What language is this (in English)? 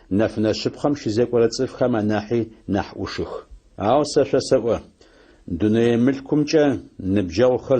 Adyghe